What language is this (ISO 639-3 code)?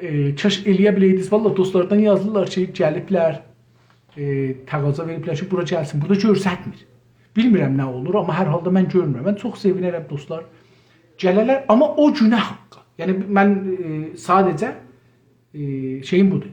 azb